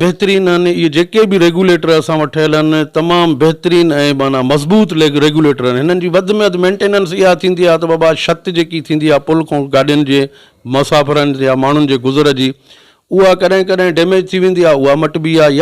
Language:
Sindhi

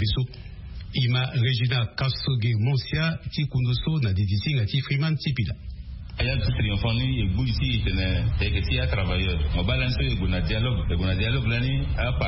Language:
Sango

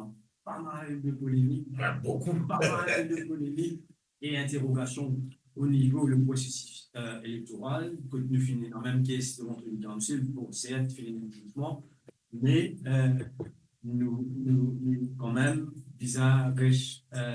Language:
Morisyen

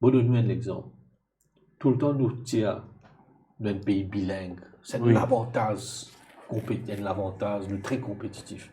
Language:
Morisyen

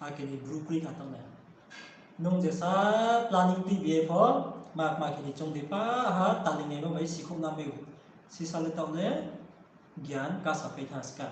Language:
Riang (India)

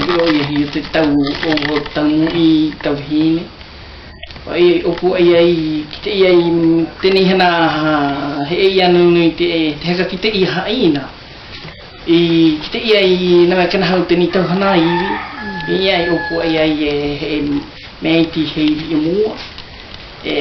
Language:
South Marquesan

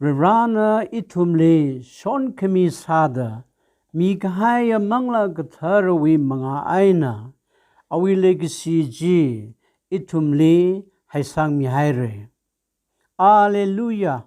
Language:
Tangkhul Naga (India)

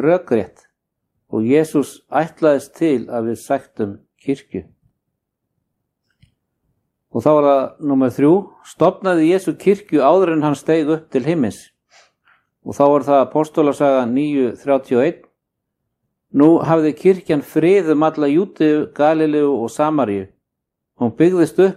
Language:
Icelandic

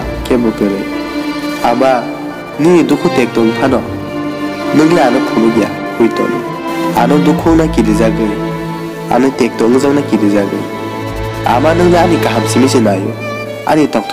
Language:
Kok Borok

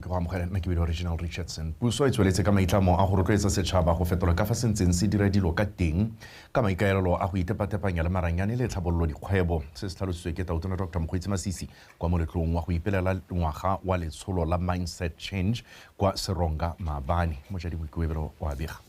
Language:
Tswana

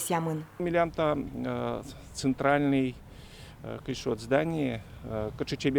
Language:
Udmurt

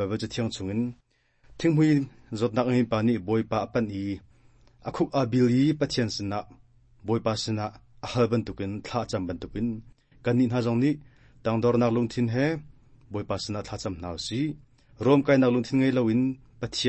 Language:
Hakha Chin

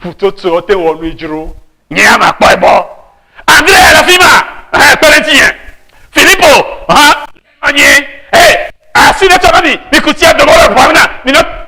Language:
Ewe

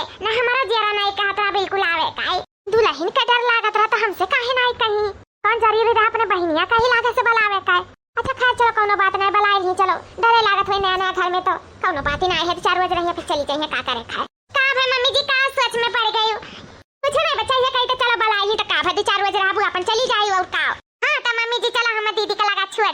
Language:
Awadhi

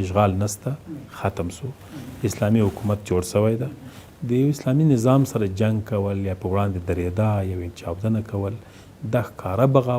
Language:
Pashto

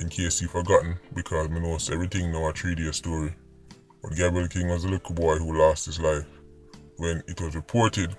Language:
Jamaican Creole English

